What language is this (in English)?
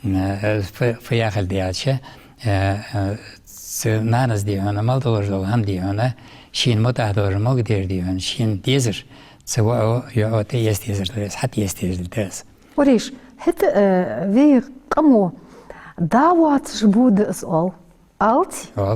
Ingush